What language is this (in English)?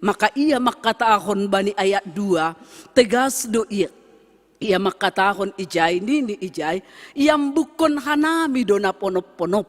Batak Simalungun